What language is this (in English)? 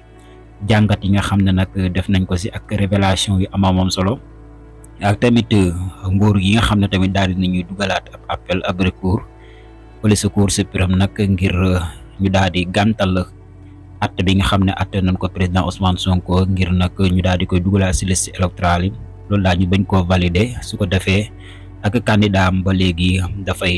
Wolof